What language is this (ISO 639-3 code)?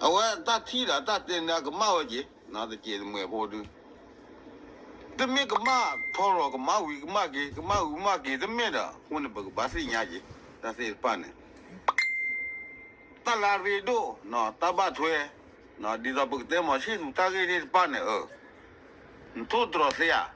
ksw